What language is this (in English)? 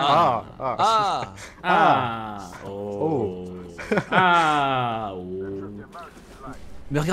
French